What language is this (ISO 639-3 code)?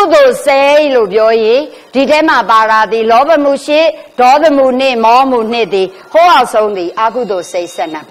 mya